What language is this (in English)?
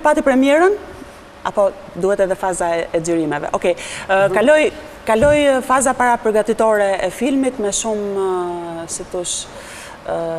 Albanian